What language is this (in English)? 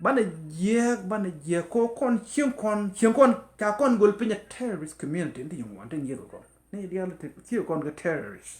Nuer